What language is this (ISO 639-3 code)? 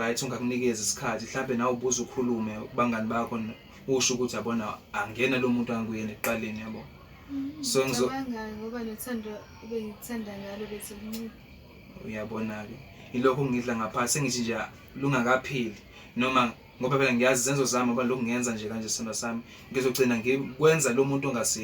zul